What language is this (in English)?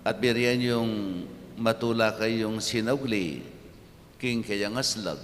Pampanga